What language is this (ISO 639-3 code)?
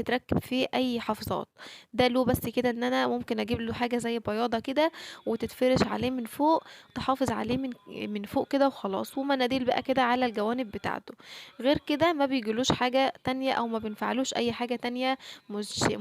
arz